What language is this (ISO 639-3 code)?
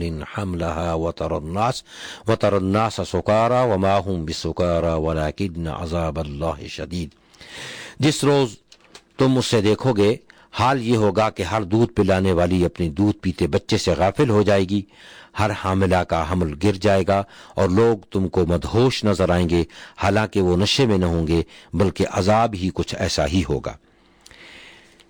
urd